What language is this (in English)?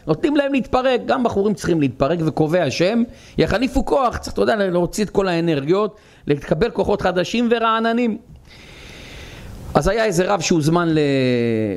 Hebrew